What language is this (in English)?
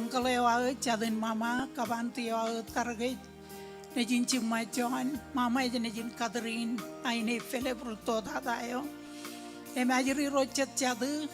Marshallese